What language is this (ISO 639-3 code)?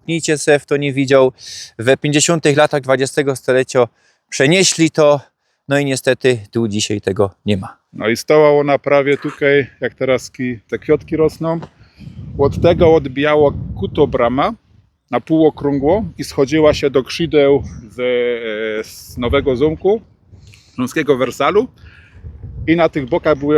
szl